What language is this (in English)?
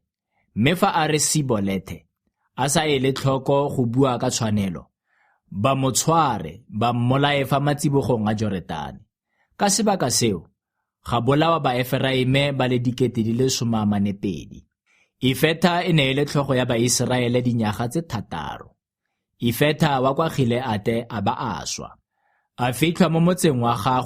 Tswana